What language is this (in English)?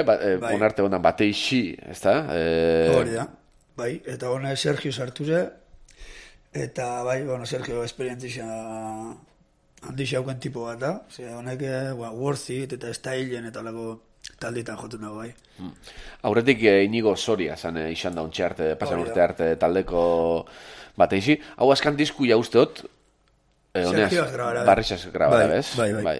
Basque